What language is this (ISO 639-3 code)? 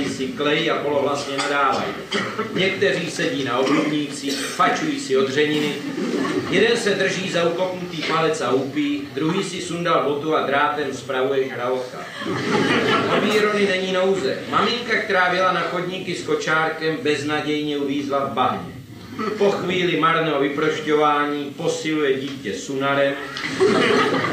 ces